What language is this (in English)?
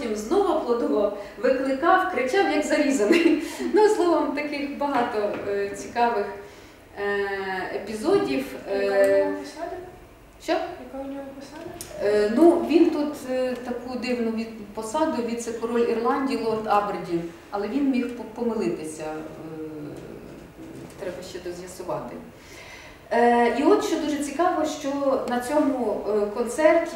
Ukrainian